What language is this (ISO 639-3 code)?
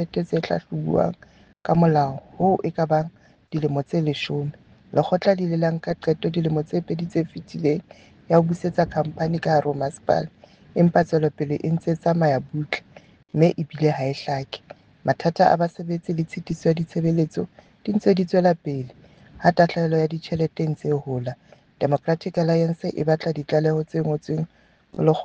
sot